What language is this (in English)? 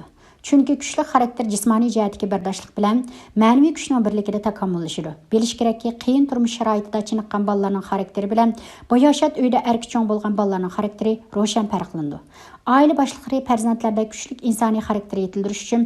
Uyghur